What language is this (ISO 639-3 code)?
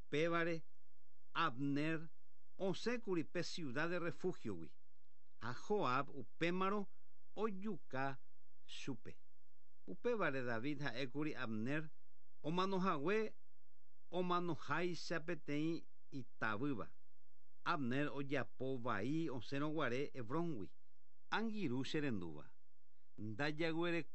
grn